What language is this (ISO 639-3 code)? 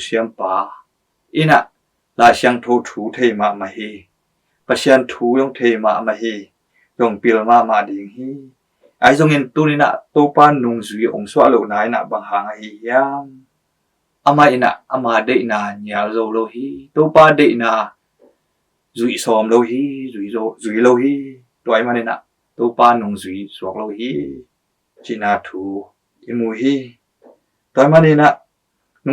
ctd